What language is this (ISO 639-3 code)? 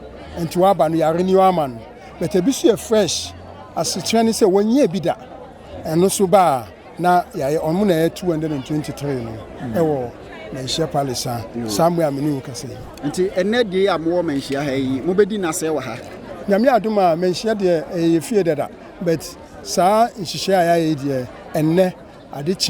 aka